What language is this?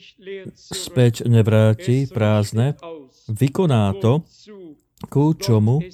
Slovak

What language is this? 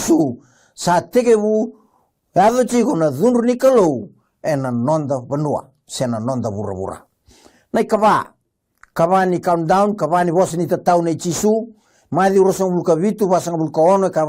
Fijian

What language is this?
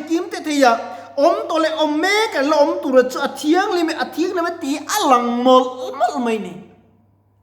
Mizo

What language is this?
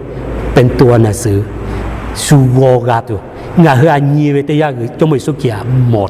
Lahu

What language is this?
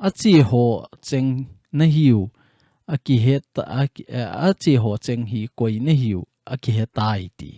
Thado Chin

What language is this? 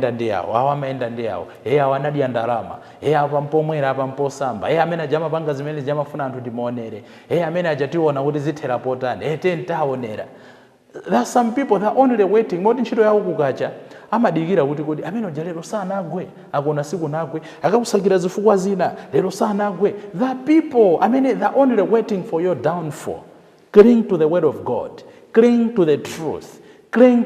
Nyanja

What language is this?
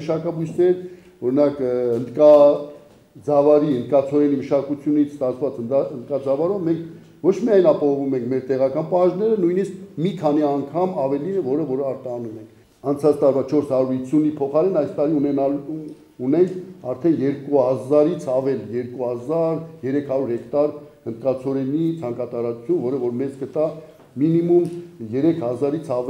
Armenian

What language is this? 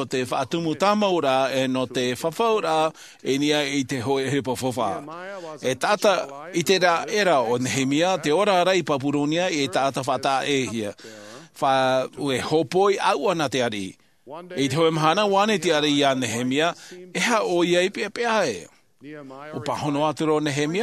Tahitian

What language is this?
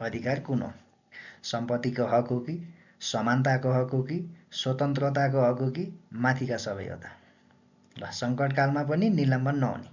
Nepali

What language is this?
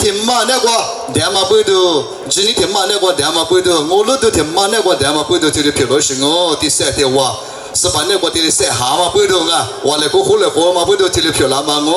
Lisu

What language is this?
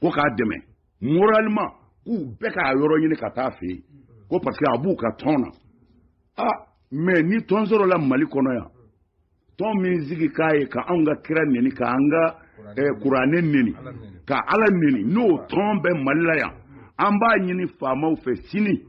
Bambara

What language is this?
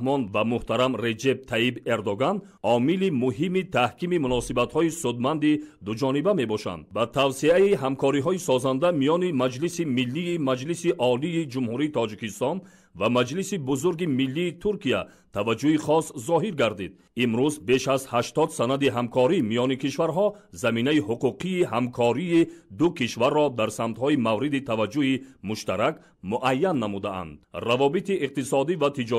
Tajik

